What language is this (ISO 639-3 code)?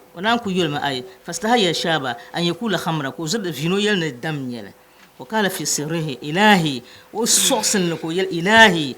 dag